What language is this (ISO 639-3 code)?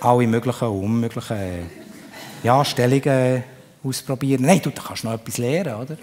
gsw